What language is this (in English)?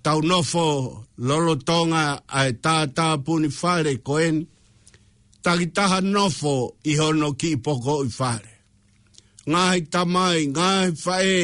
Tongan